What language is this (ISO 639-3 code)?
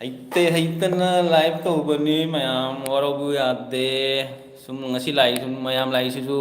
mni